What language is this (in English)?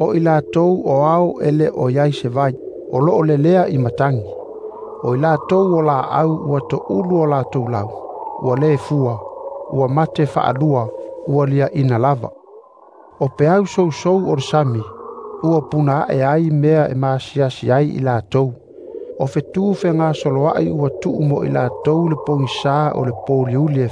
Samoan